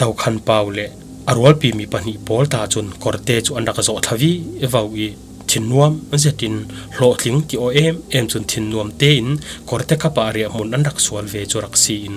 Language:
Falam Chin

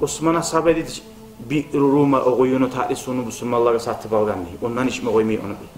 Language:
Kumyk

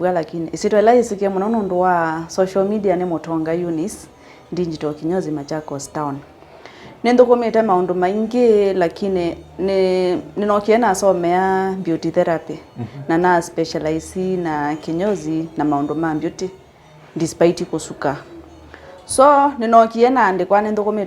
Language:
Kamba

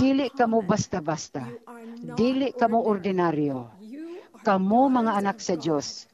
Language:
Cebuano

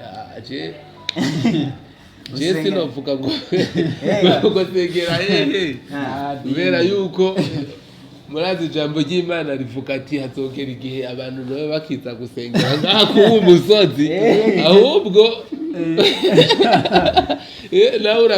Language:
Rundi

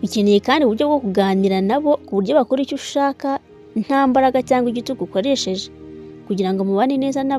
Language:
Kinyarwanda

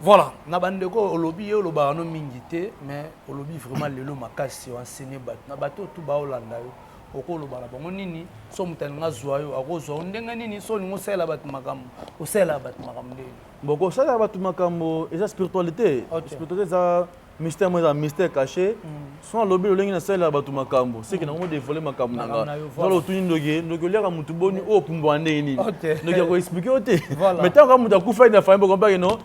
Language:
Lingala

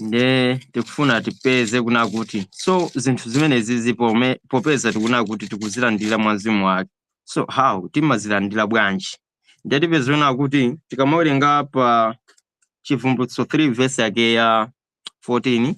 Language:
Nyanja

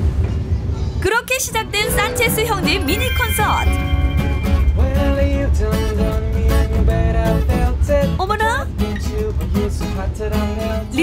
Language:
Korean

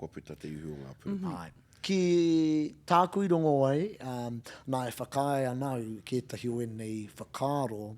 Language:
Māori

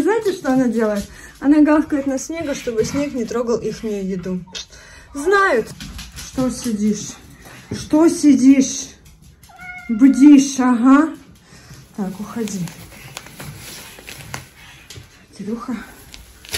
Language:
Russian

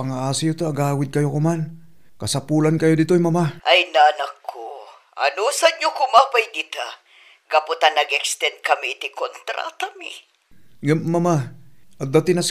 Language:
Iloko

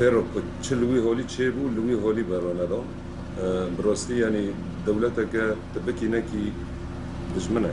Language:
Kurdish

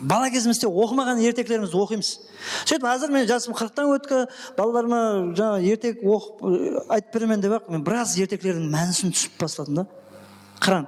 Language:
Kara-Kalpak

